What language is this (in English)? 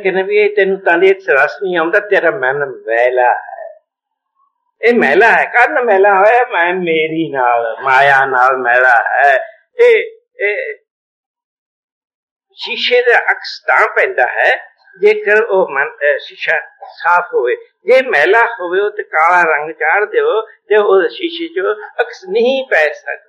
Punjabi